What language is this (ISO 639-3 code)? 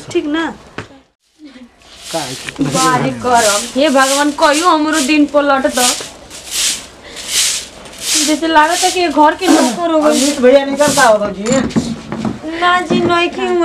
bho